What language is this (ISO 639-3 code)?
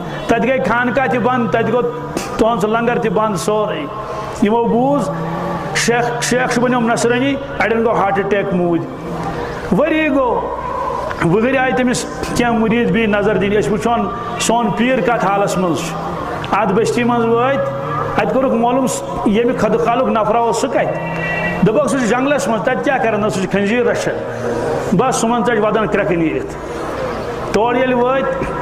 kas